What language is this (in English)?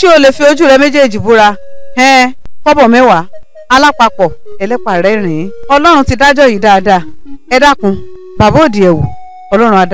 Yoruba